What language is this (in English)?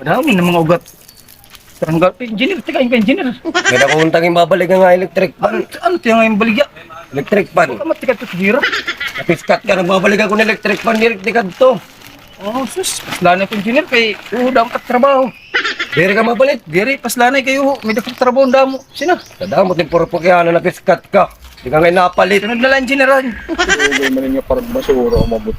Waray